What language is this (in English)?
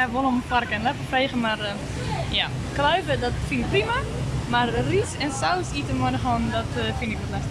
Western Frisian